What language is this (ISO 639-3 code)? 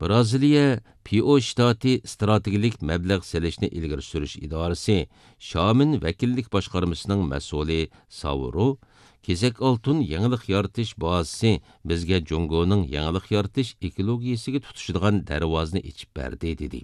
uig